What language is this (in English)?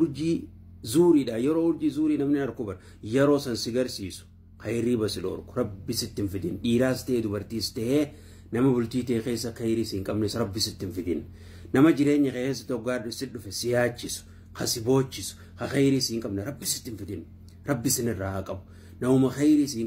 Oromo